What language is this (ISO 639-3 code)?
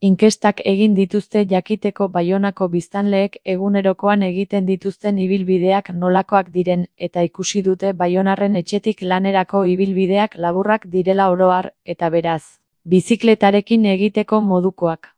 eus